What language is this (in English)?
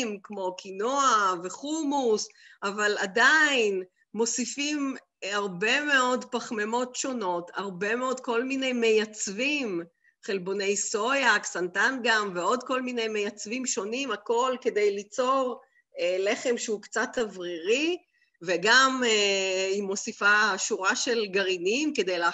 Hebrew